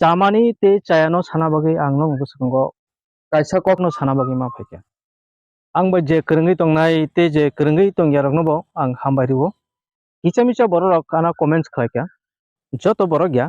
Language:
Kok Borok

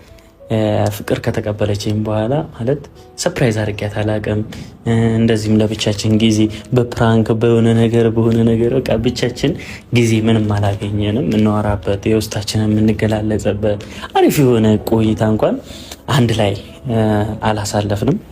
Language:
Amharic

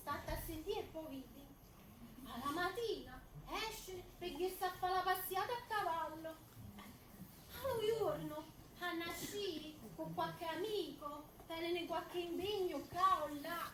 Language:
Neapolitan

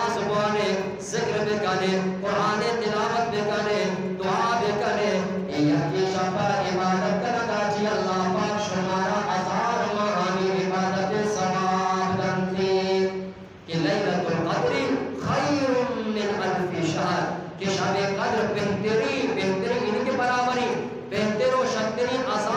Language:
Eastern Balochi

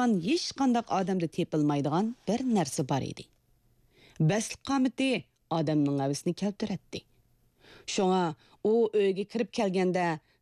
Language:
Uyghur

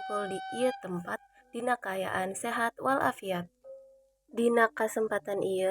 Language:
Sundanese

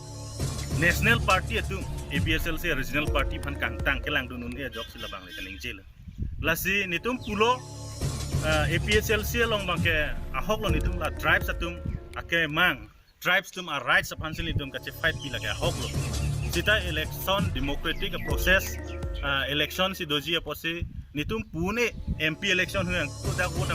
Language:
Karbi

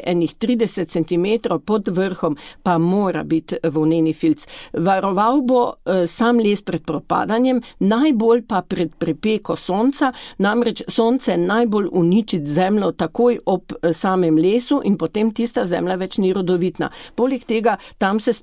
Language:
Slovenian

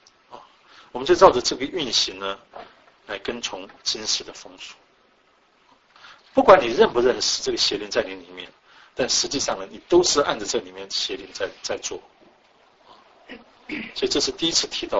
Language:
Chinese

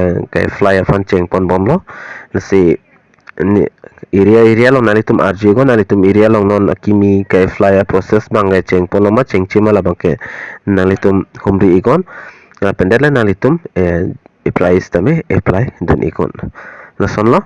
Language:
Karbi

